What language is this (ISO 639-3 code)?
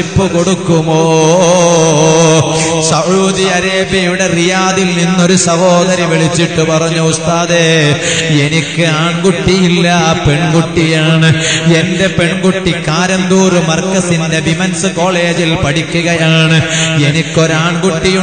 mal